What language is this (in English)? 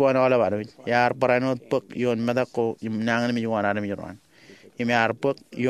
Marshallese